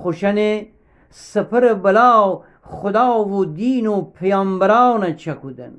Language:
Gilaki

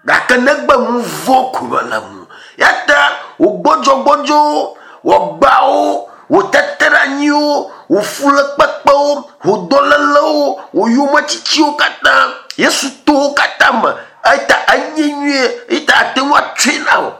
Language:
Ewe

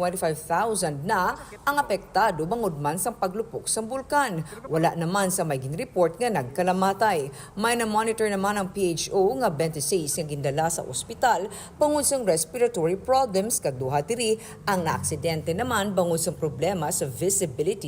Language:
Hiligaynon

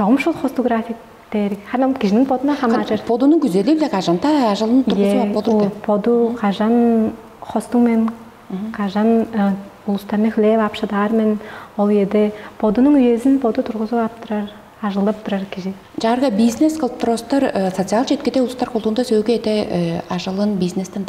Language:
Tuvinian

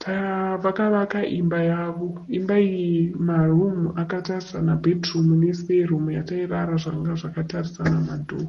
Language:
Shona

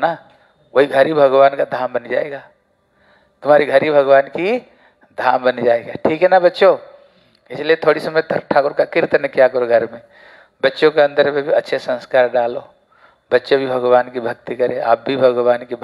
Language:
Hindi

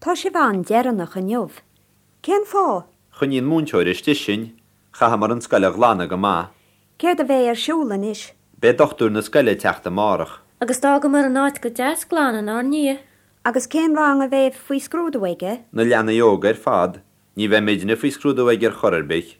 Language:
Irish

